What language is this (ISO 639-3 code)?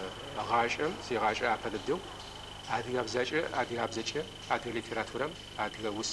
ady